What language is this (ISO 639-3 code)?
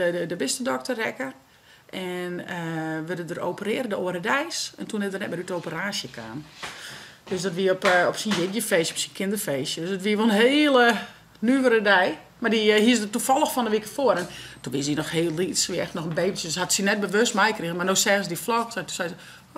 fry